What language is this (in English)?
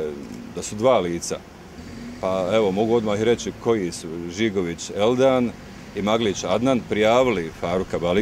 Bosnian